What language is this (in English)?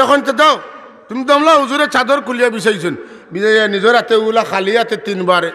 Sylheti